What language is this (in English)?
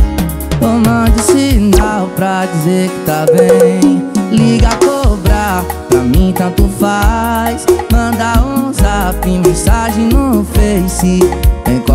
Portuguese